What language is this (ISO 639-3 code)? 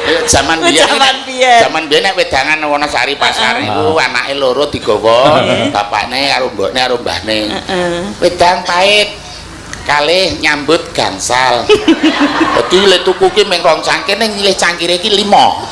jav